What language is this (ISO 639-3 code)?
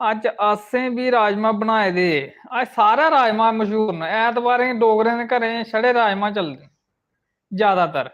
doi